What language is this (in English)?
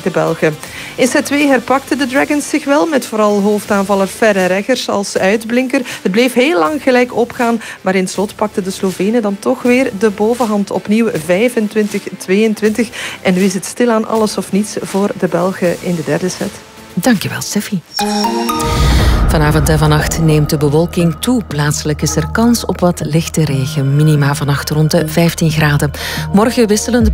Dutch